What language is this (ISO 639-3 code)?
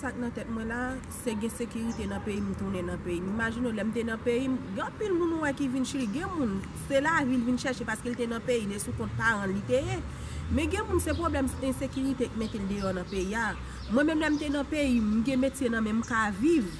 hat